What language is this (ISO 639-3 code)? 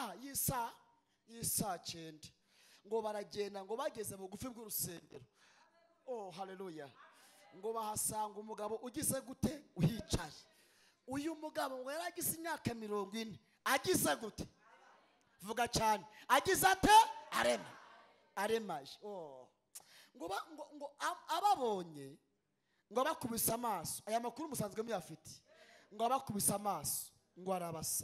kin